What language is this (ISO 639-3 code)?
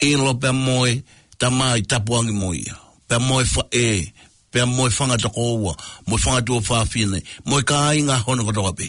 ton